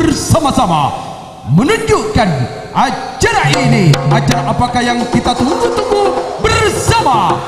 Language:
Madurese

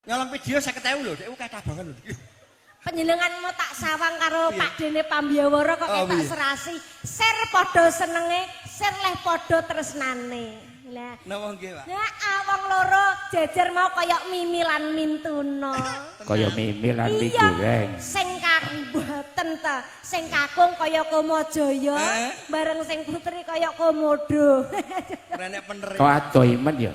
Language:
Javanese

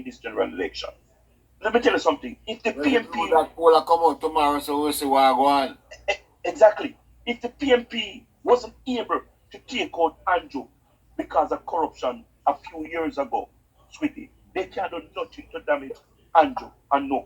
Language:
Jamaican Creole English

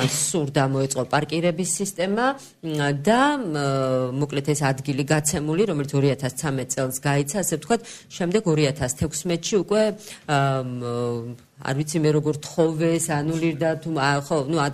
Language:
Georgian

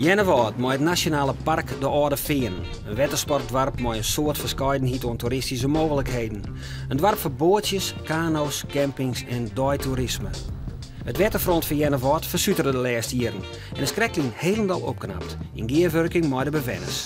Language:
Western Frisian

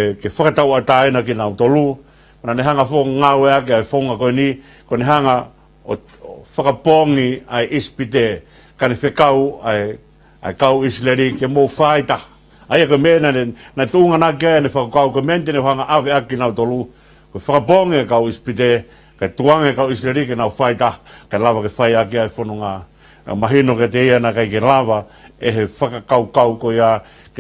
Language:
Tongan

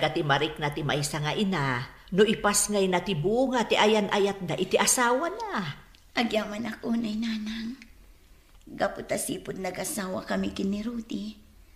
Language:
Iloko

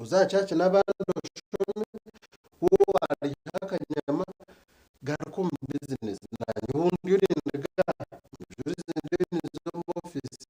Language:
Nyankole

